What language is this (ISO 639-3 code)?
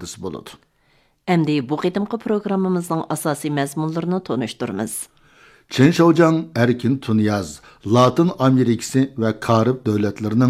uig